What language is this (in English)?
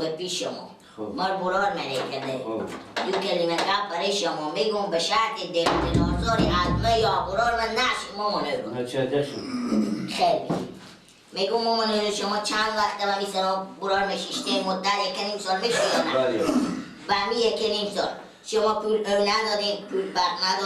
Persian